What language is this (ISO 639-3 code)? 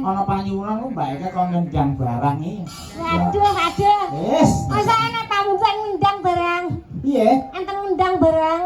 jav